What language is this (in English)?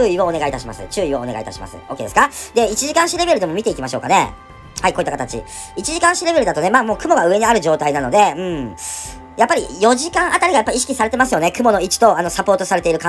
Japanese